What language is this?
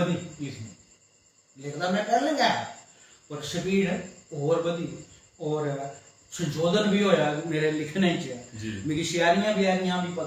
Dogri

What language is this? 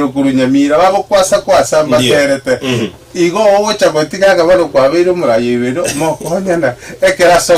Gusii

